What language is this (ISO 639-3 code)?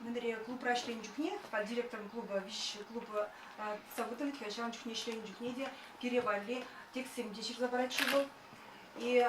chv